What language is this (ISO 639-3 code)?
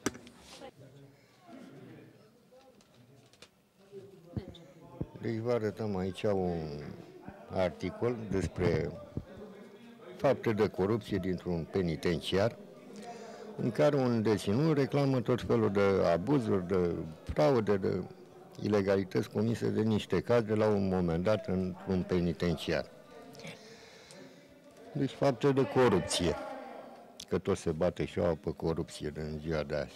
ron